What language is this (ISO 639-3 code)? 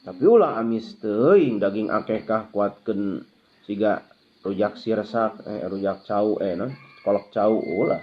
sun